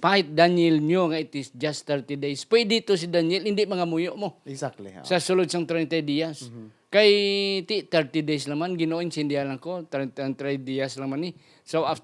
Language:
Hiligaynon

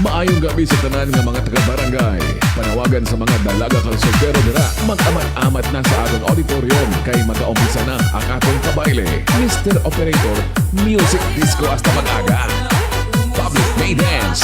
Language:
Hiligaynon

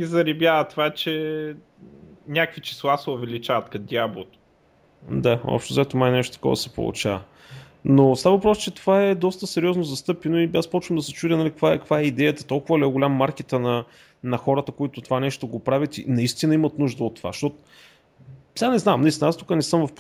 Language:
Bulgarian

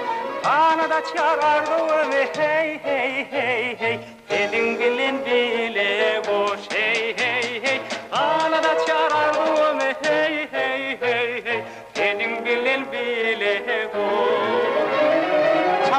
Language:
Turkmen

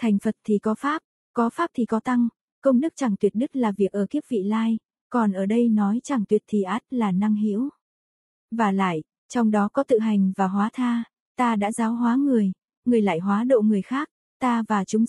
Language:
Vietnamese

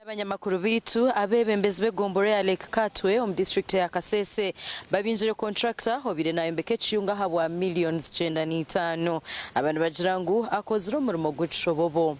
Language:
Nyankole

